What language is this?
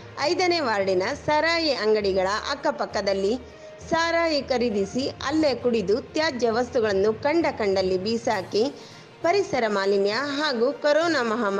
Kannada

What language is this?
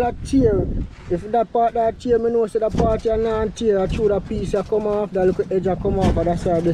Jamaican Creole English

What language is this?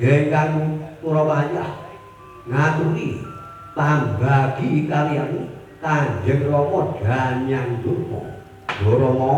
Javanese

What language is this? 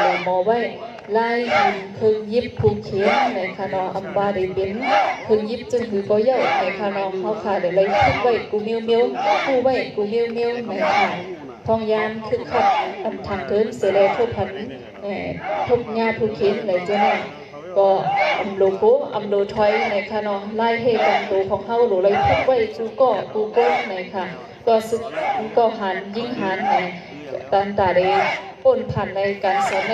Shan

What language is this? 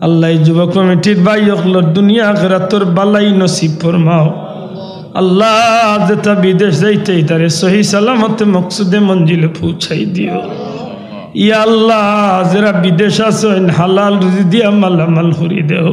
Sylheti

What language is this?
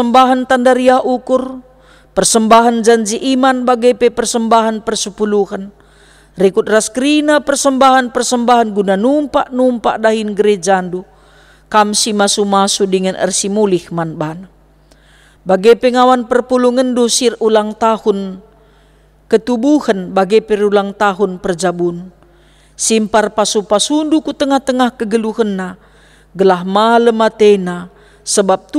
Batak Karo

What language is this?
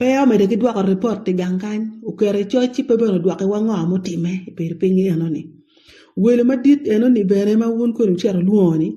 Acoli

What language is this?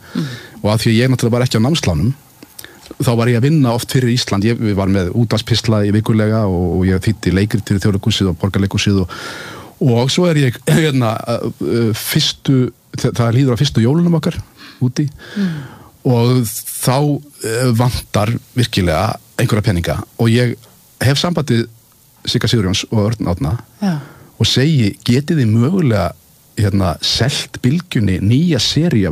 Icelandic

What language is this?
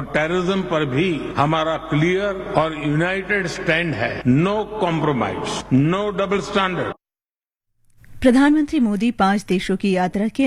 Hindi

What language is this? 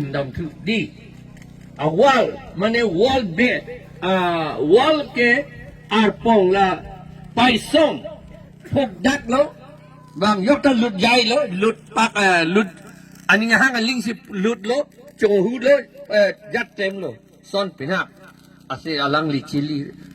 Karbi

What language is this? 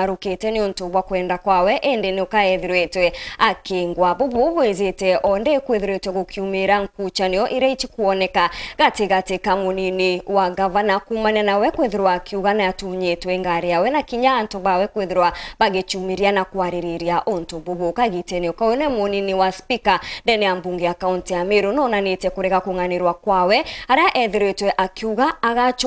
Meru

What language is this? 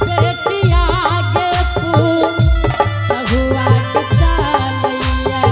Angika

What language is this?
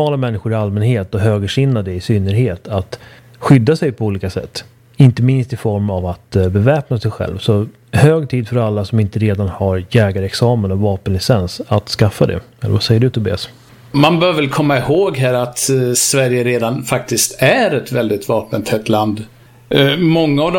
Swedish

